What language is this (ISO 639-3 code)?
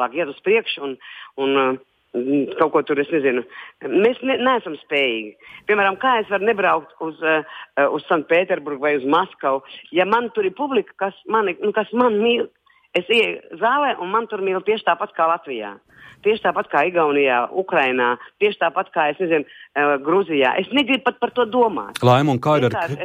lav